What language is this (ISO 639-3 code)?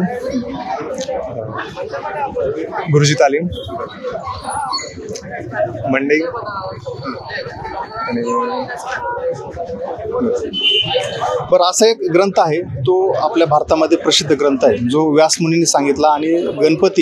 mar